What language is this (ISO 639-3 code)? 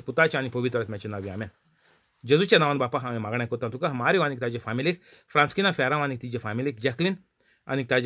kok